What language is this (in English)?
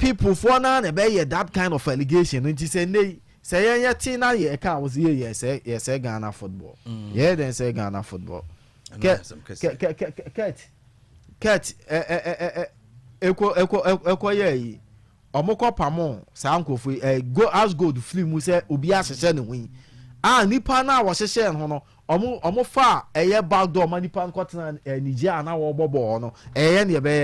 Akan